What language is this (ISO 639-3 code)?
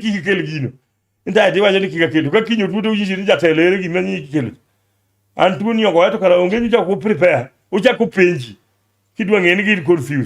luo